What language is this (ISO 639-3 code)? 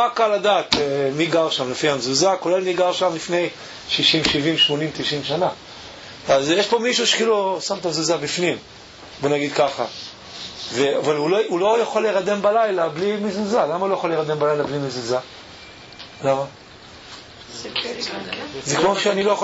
heb